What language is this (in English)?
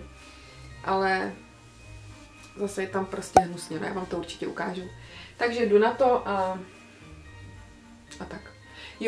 Czech